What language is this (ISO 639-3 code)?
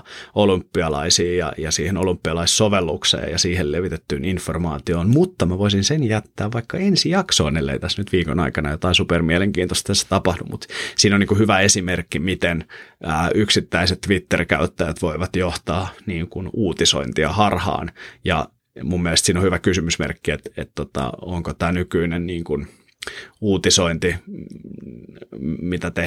fin